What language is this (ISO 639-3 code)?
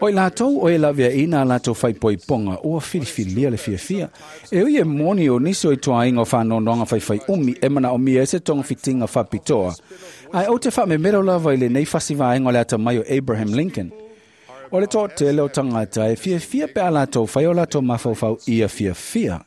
smo